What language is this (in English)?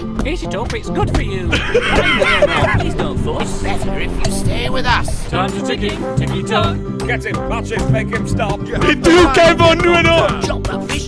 Bavarian